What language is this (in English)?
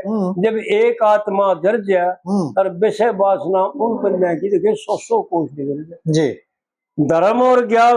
Haryanvi